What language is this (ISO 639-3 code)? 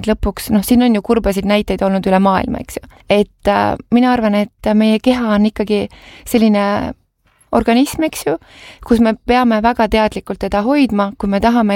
est